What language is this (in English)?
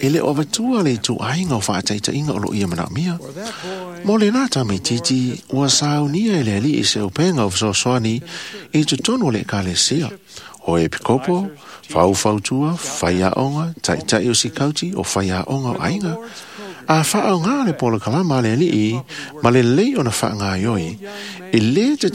Samoan